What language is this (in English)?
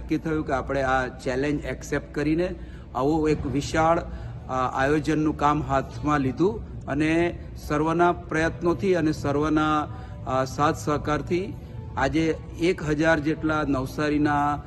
Gujarati